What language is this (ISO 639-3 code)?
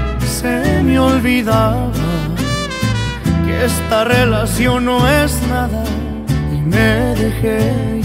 spa